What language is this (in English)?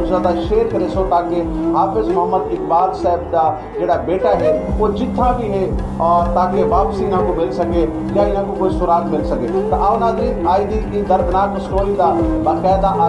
Saraiki